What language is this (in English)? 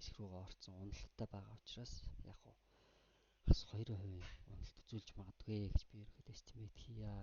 Mongolian